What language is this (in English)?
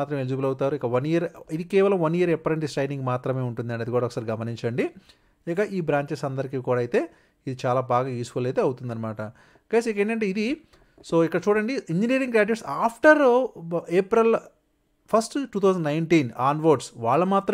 Telugu